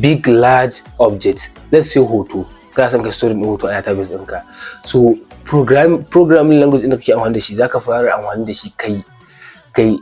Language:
Hausa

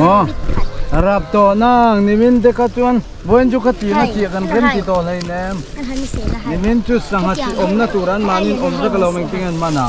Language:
Mizo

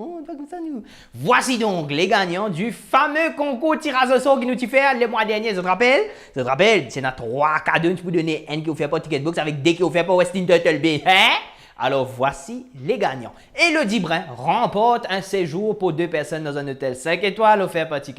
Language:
Morisyen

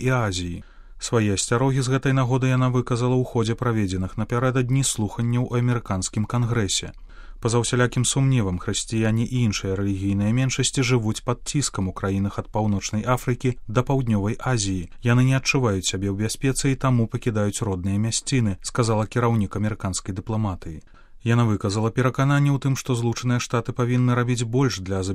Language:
Belarusian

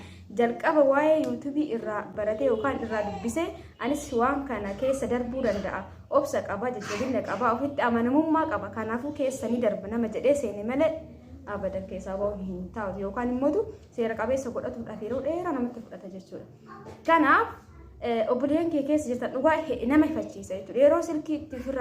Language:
Oromo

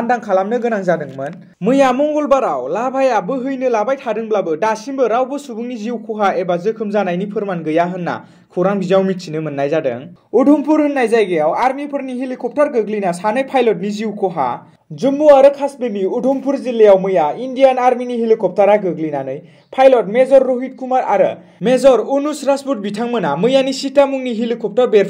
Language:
Bodo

